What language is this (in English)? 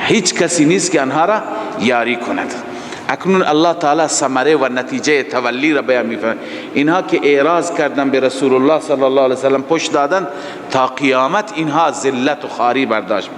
Persian